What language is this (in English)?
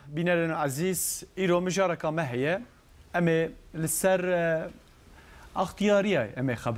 Kurdish